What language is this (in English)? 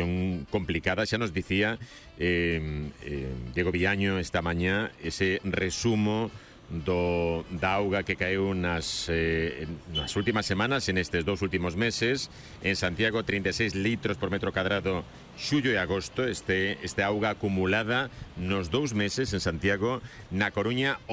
Galician